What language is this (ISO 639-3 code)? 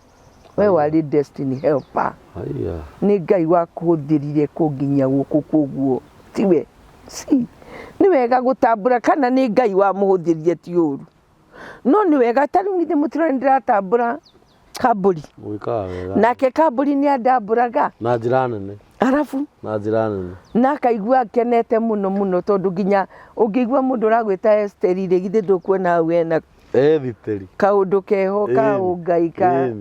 kik